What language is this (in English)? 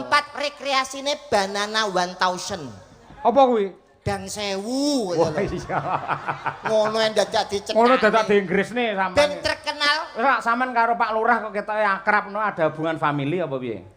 Javanese